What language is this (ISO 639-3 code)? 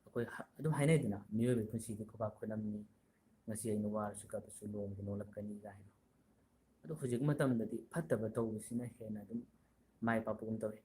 mni